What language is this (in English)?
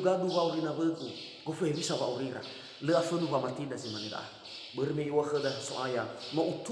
Nias